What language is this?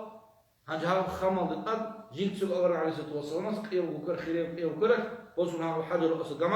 Avaric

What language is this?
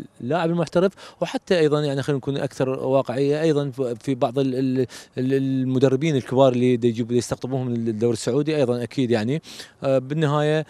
Mesopotamian Arabic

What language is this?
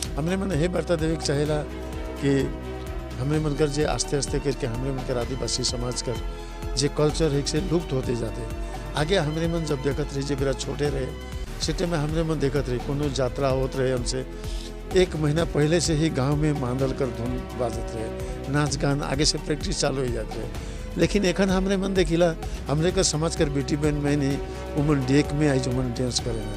Sadri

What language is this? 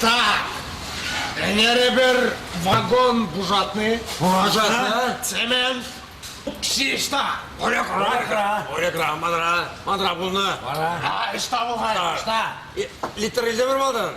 Chuvash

